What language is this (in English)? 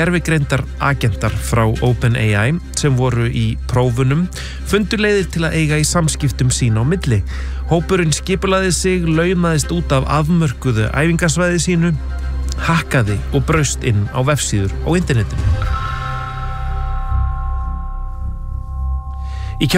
Icelandic